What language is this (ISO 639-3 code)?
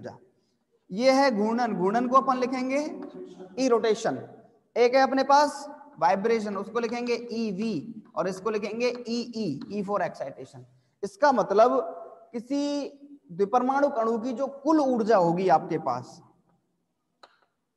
hin